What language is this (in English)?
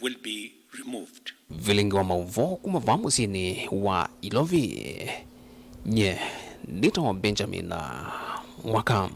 Kamba